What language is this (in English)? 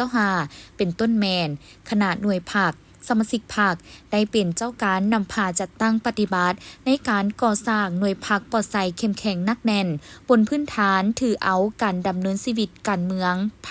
Lao